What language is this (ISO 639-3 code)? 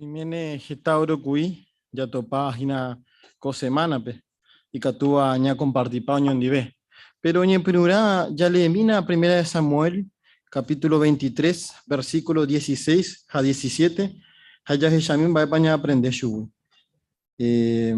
grn